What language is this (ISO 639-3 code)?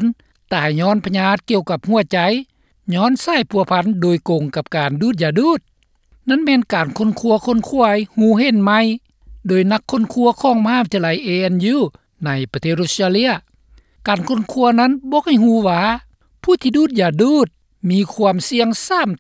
lao